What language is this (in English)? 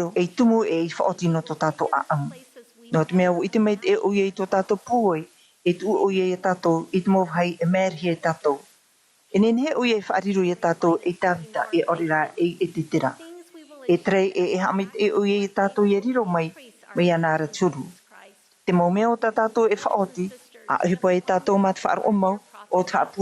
Tahitian